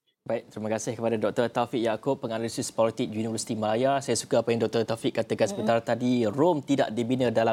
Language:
Malay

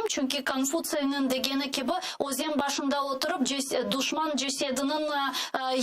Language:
Crimean Tatar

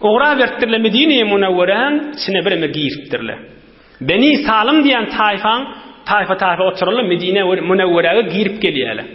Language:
Turkmen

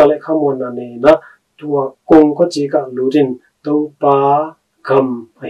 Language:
Tedim Chin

